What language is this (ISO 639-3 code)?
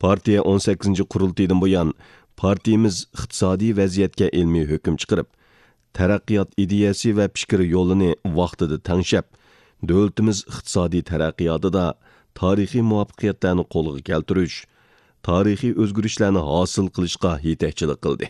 uig